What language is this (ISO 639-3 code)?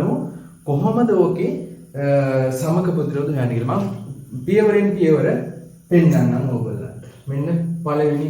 sin